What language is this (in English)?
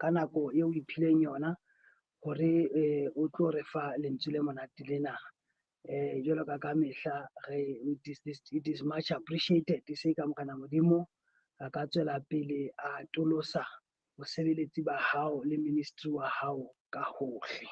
Southern Sotho